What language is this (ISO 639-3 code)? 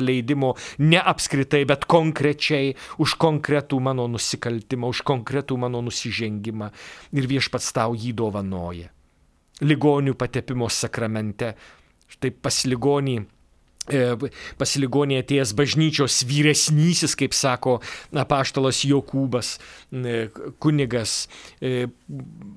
lit